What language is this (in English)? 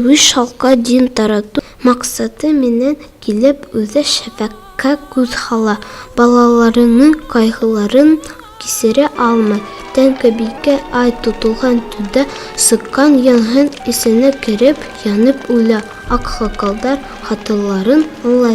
Bashkir